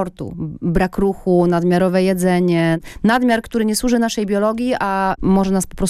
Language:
Polish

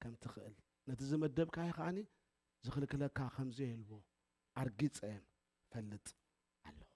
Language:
Tigrinya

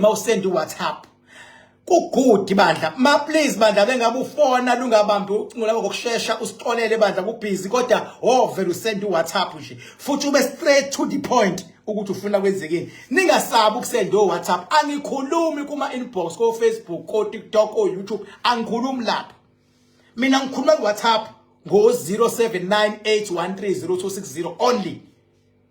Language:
Zulu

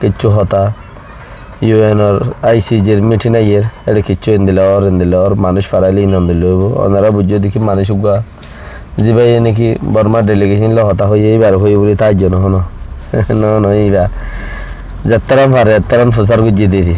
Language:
Rohingya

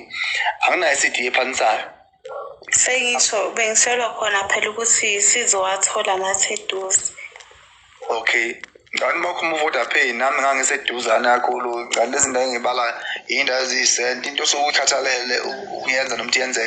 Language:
Zulu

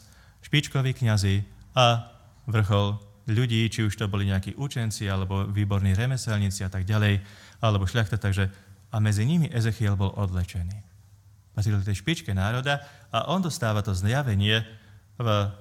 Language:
Slovak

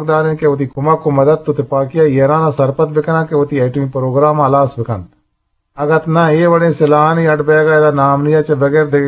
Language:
Eastern Balochi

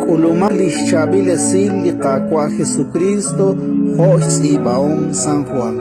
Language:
Kekchí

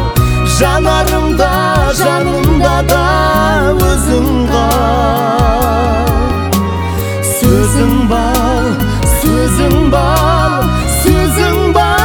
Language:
Kazakh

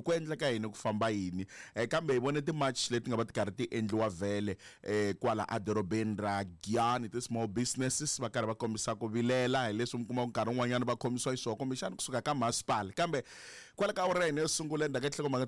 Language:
Tsonga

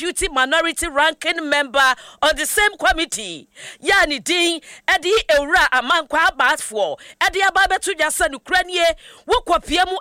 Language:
Akan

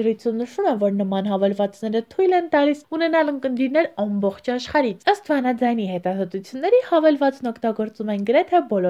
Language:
Armenian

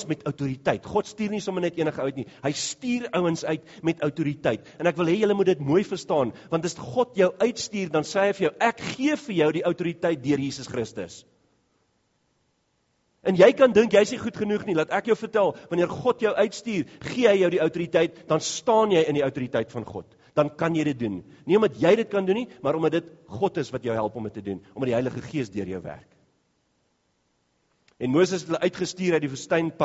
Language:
Afrikaans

